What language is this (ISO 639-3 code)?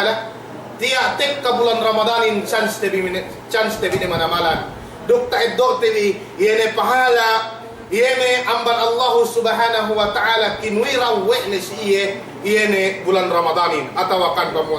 yka